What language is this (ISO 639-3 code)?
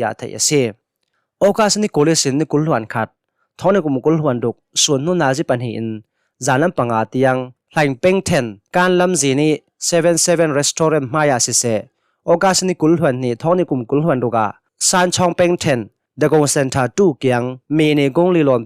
cnh